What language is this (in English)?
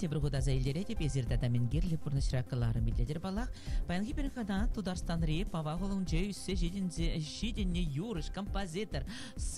Chuvash